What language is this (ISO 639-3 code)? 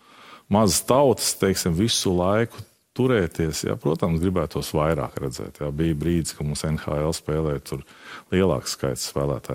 lav